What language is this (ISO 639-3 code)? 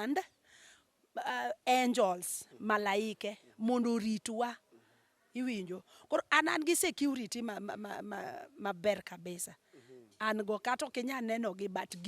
luo